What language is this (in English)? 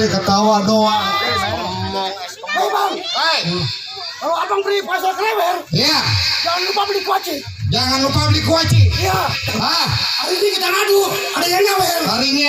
Betawi